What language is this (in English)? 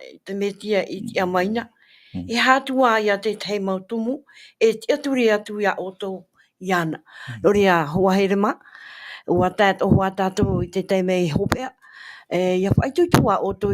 Tahitian